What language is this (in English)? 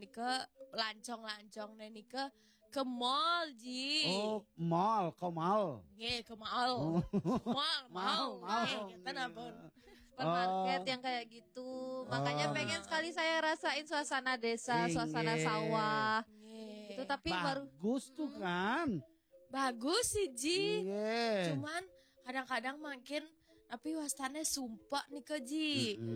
Balinese